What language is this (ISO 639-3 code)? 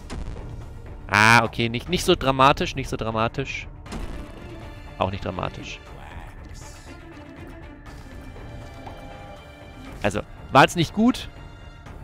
deu